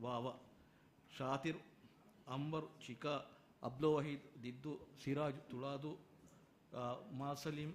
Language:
Divehi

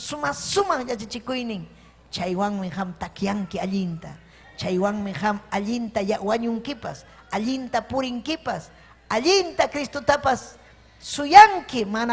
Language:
Ayacucho Quechua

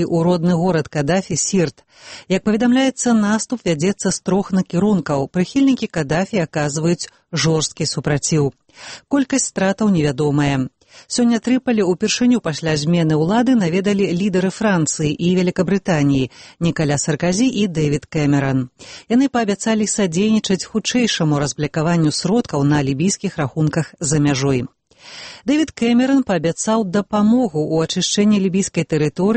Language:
Belarusian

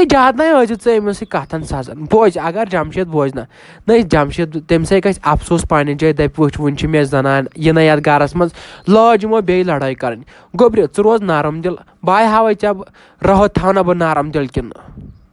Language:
Kashmiri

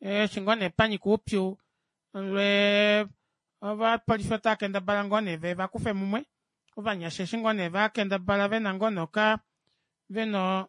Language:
Kuanyama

